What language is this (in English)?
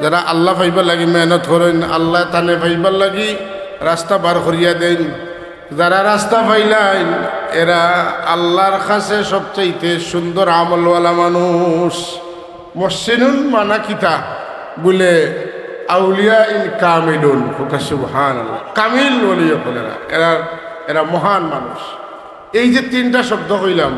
Sylheti